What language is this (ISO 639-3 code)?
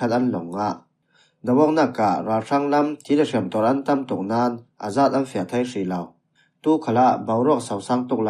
cfm